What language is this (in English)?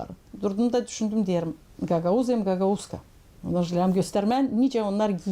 Gagauz